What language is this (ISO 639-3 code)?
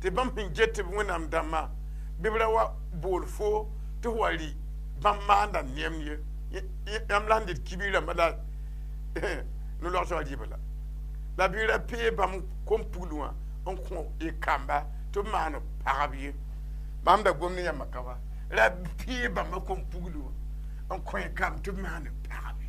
mos